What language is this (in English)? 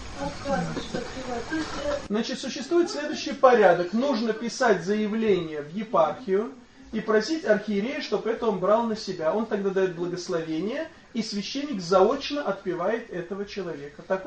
Russian